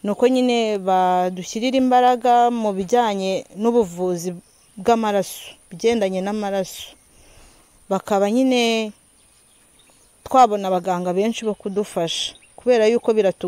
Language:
Kinyarwanda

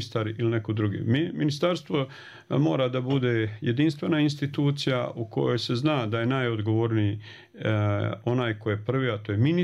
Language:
Bosnian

